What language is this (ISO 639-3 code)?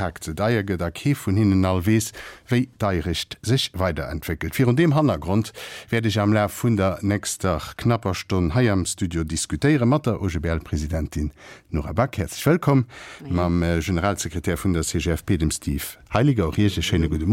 ltz